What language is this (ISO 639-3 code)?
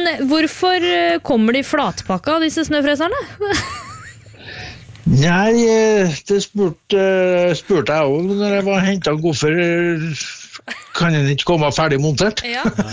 nor